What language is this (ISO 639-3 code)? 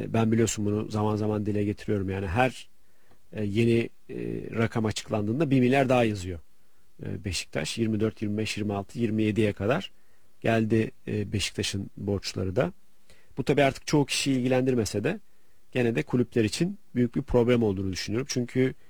tur